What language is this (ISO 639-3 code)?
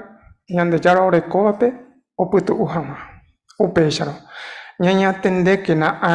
grn